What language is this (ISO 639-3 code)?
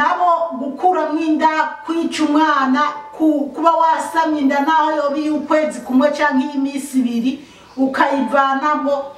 run